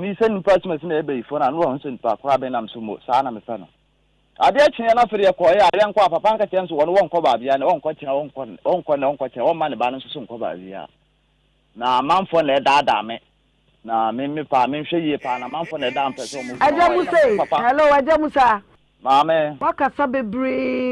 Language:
Akan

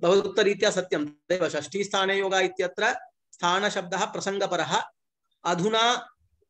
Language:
Sanskrit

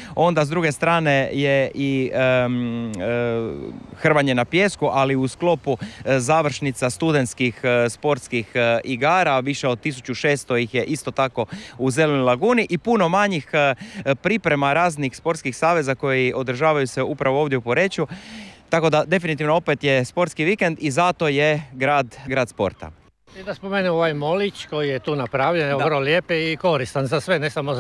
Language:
Croatian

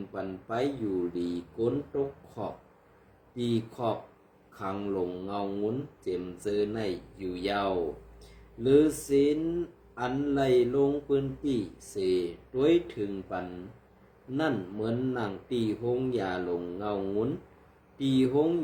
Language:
Shan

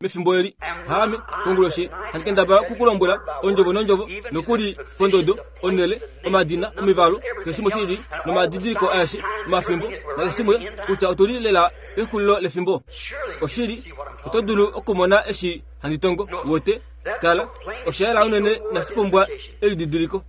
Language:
Kuanyama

